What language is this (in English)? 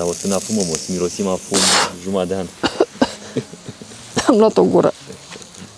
Romanian